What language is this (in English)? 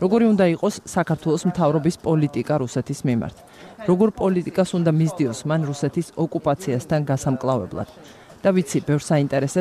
Georgian